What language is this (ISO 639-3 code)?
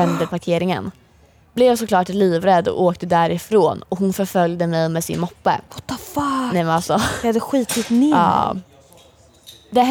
swe